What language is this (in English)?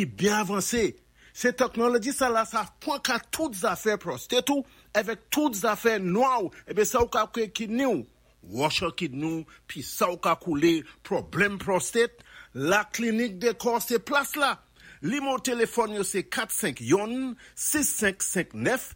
Saint Lucian Creole French